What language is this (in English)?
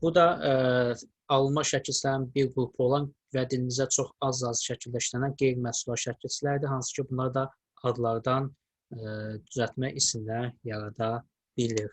Azerbaijani